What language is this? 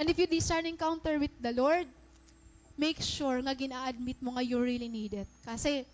Waray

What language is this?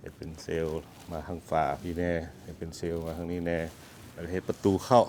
Lao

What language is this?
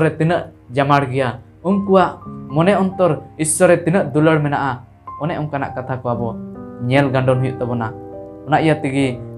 Santali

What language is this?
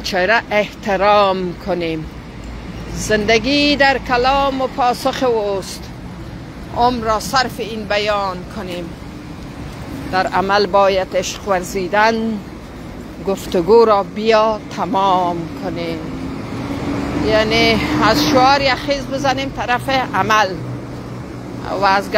Persian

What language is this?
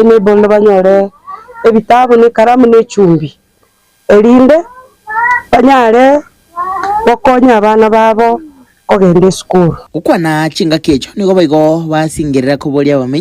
Gusii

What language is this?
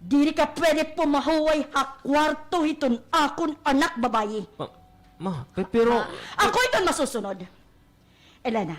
Waray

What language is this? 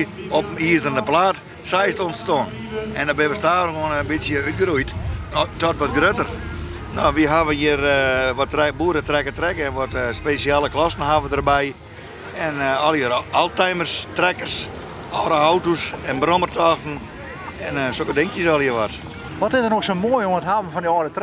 Western Frisian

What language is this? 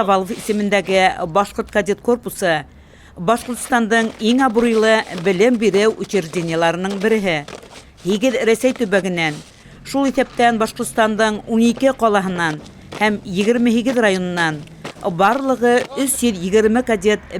Bashkir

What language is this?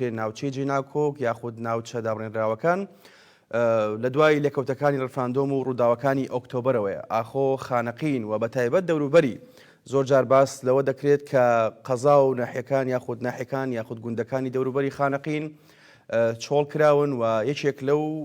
Central Kurdish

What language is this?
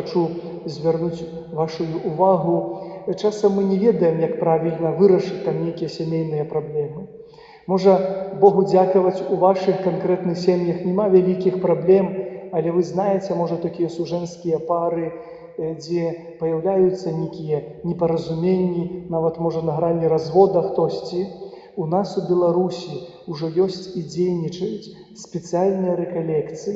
Belarusian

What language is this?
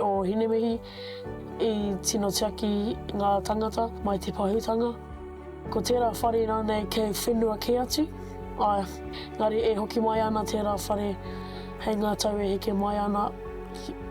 Māori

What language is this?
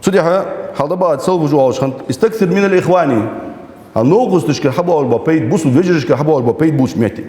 Ingush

